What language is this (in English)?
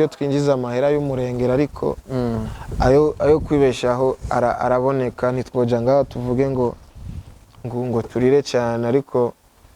Rundi